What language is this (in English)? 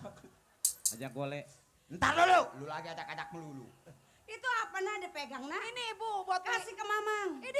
Betawi